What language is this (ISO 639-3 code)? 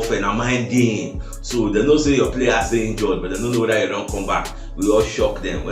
pcm